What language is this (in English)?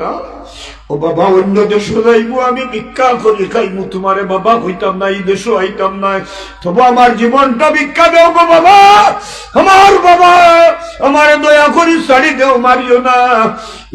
Sylheti